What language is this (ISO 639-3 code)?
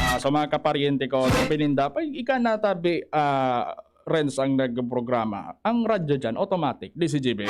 bik